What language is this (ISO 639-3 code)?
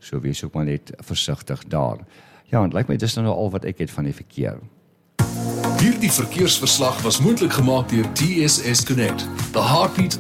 afr